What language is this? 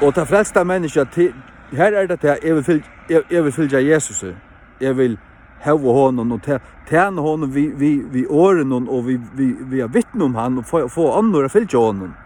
Faroese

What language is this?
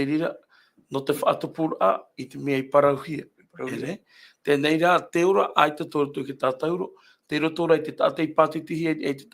Tahitian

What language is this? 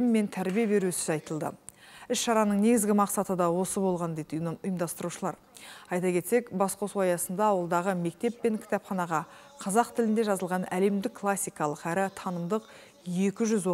Kazakh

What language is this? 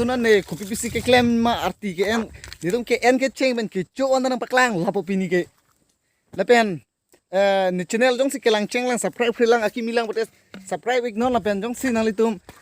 Karbi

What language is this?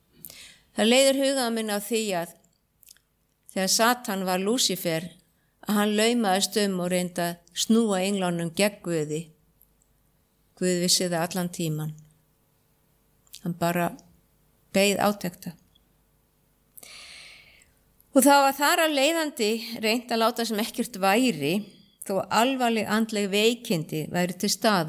Icelandic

